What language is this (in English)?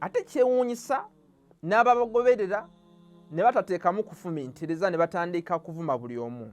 Ganda